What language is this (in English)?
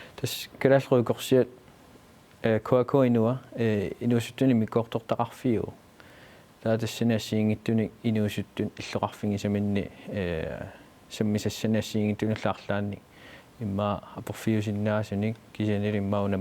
Kalaallisut